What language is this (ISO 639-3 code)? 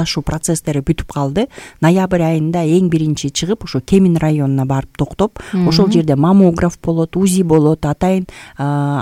kir